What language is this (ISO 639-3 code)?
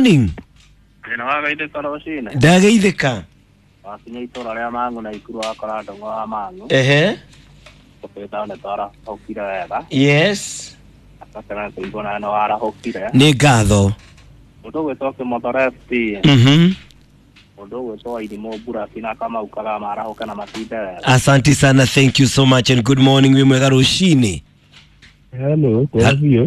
kik